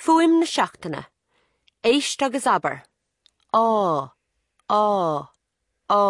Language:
Irish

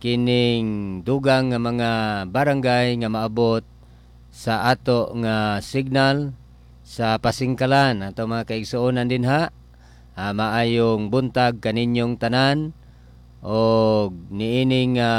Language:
Cebuano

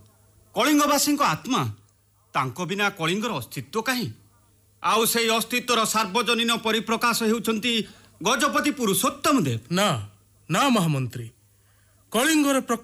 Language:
Odia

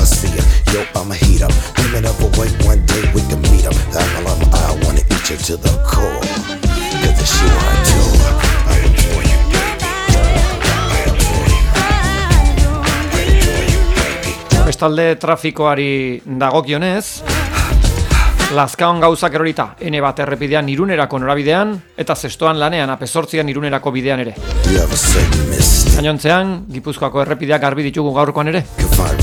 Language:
Basque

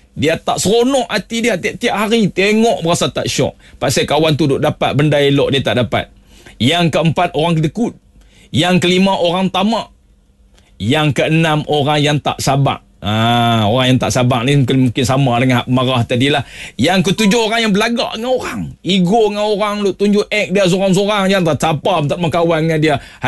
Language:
Malay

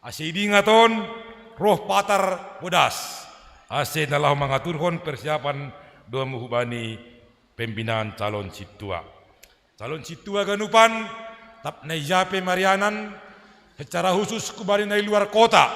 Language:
Batak Simalungun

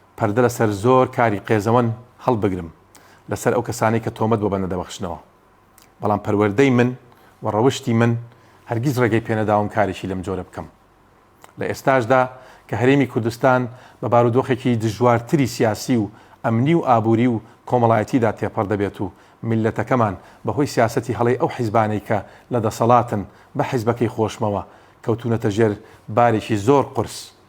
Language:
Central Kurdish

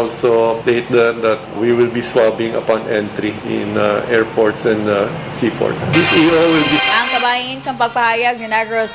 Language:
Hiligaynon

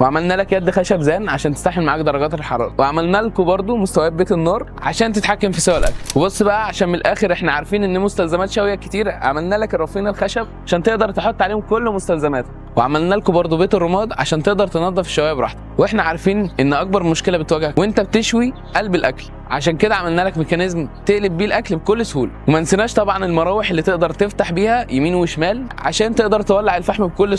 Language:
Egyptian Arabic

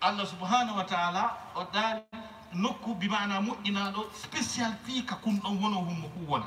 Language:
Fula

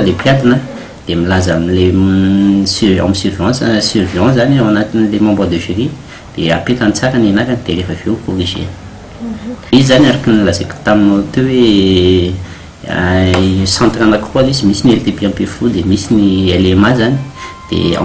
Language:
Malagasy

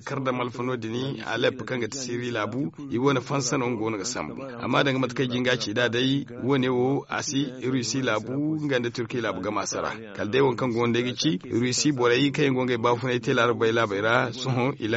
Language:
Zarma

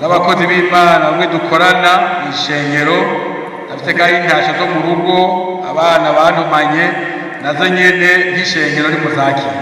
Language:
Rundi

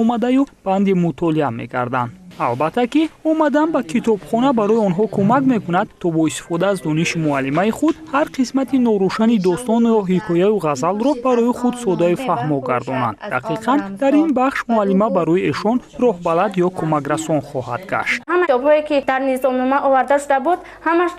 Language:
Tajik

